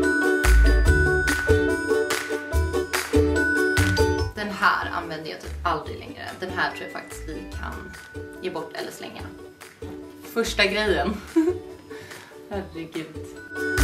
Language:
Swedish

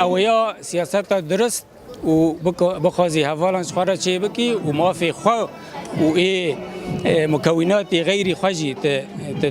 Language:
Kurdish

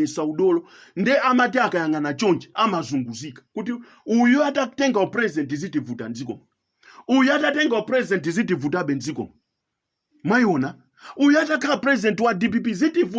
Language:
Nyanja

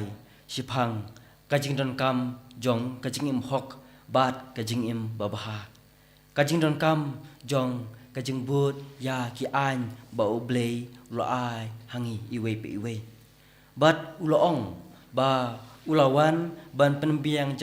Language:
Khasi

